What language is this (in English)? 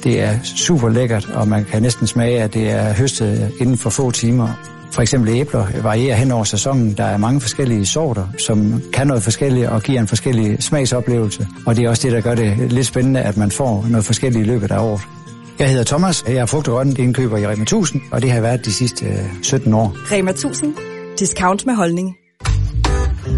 Danish